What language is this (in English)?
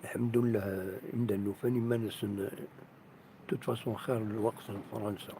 Kabyle